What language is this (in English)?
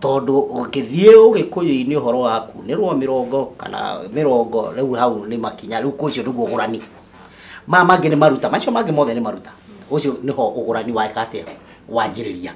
Kikuyu